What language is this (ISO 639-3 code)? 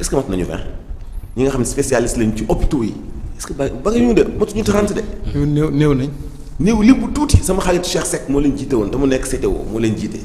wol